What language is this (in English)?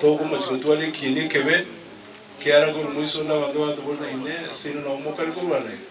Gusii